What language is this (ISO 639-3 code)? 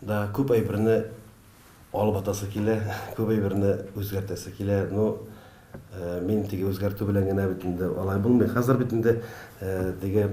tat